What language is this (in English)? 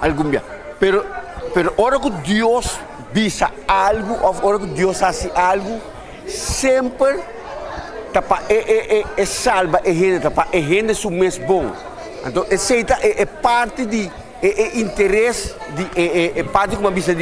Papiamento